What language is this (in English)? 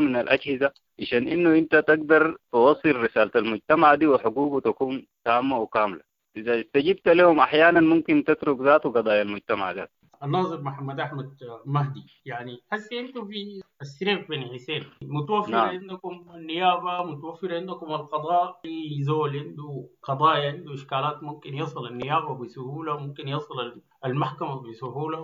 Sudanese Arabic